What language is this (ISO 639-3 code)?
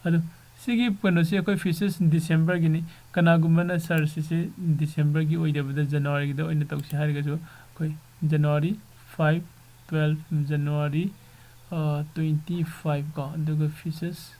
mni